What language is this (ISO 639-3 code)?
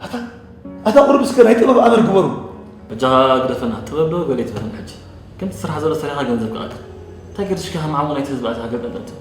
tir